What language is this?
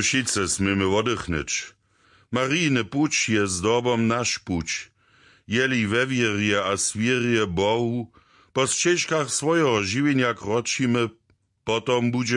Upper Sorbian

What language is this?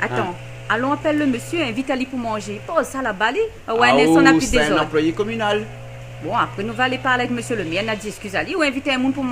Réunion Creole French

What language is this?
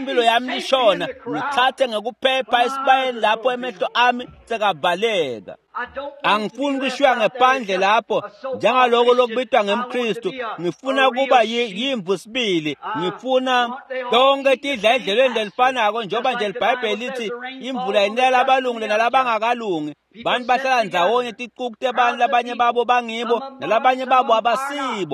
Swati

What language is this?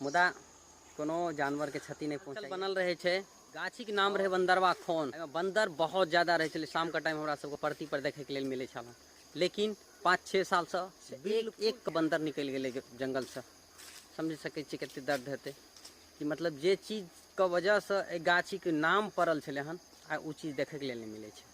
Maithili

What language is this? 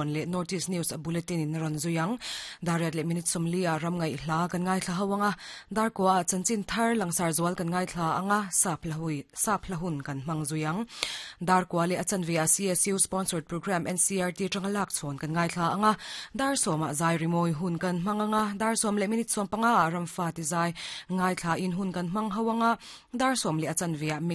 Mizo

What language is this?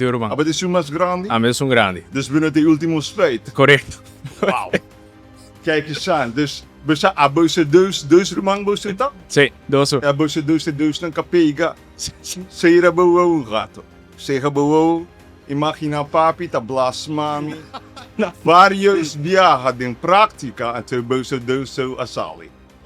Papiamento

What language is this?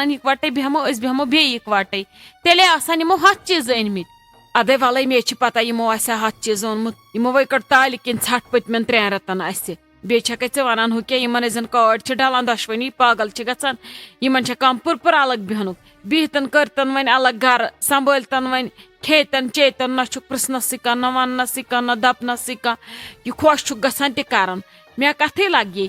Kashmiri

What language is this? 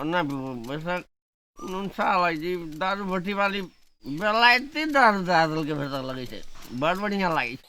Maithili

